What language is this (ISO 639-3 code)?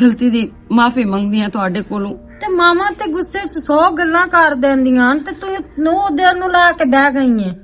lah